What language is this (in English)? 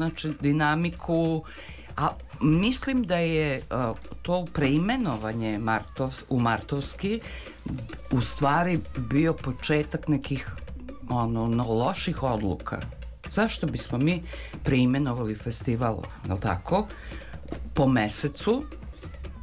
Serbian